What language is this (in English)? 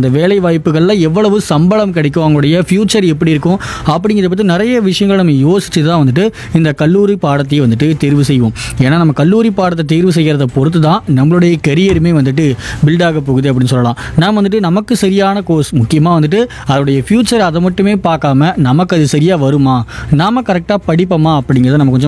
Tamil